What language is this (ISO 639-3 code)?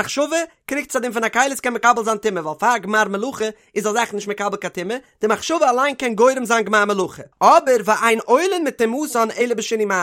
yid